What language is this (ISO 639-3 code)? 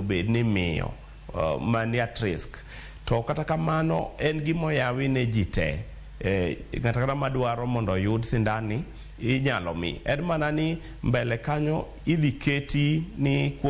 luo